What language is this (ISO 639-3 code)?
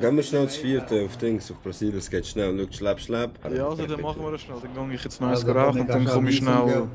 gsw